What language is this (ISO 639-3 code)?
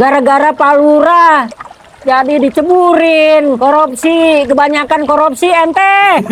bew